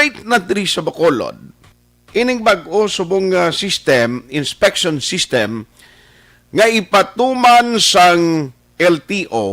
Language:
Hiligaynon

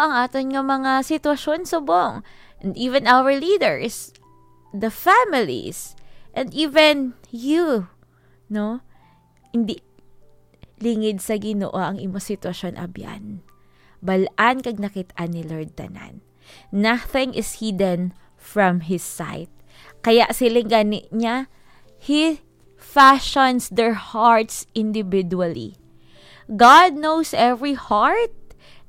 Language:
Hiligaynon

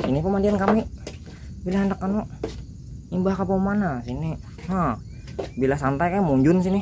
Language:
Banjar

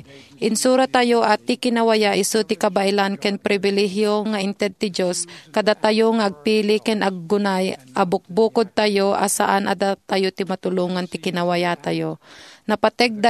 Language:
Iloko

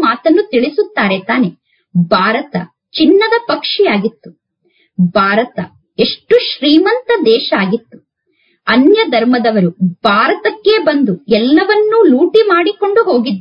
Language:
Kannada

